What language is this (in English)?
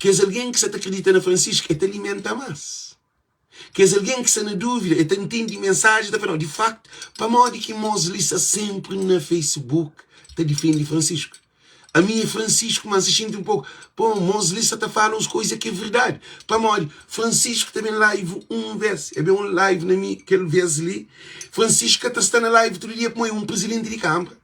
Kabuverdianu